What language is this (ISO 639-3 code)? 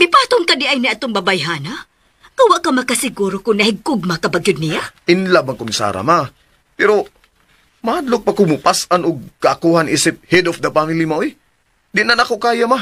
ceb